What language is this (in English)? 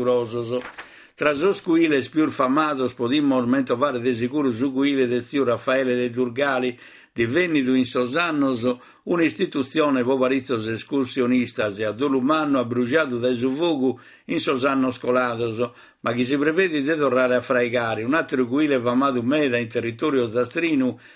Sardinian